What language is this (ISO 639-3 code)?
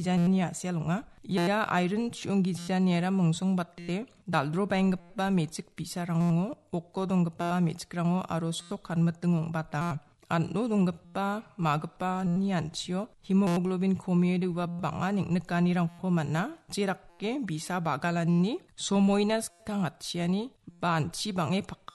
grt